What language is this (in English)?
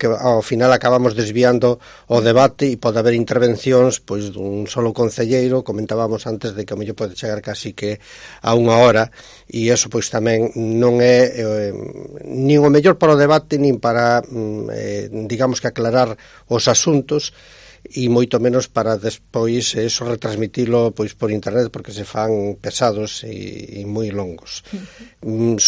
Galician